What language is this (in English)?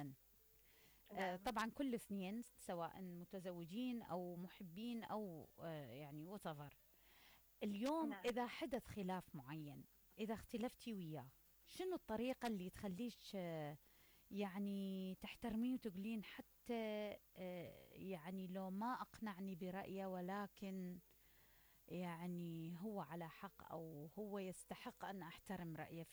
Mesopotamian Arabic